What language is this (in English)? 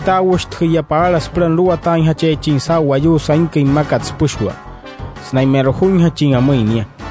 Wayuu